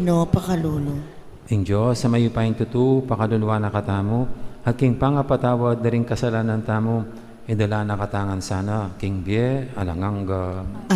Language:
Pampanga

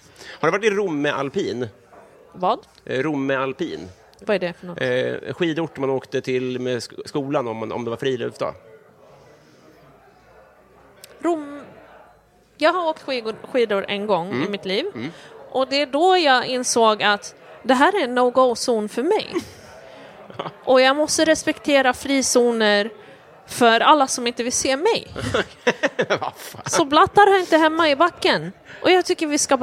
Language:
Swedish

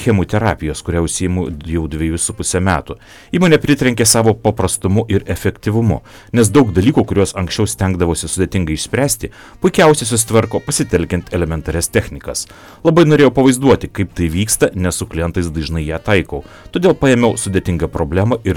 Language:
Lithuanian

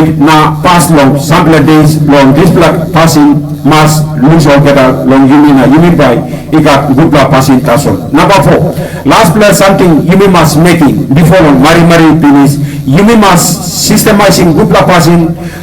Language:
Tok Pisin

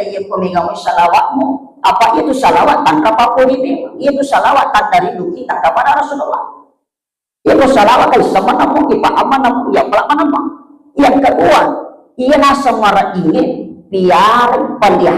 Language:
Buginese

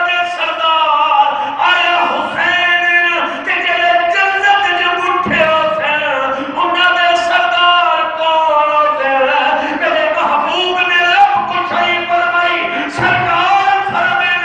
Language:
Saraiki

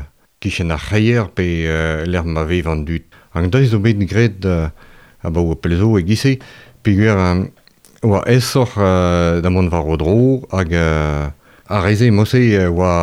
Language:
Breton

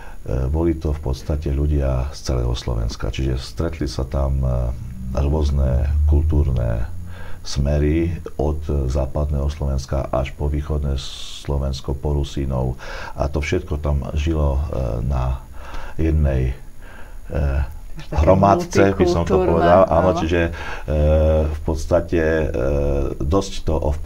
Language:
Slovak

